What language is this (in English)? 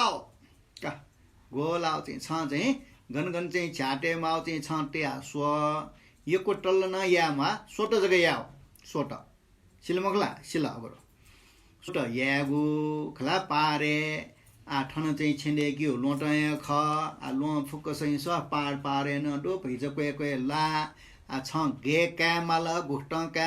Newari